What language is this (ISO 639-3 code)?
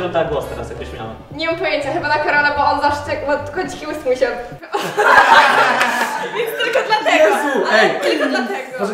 pol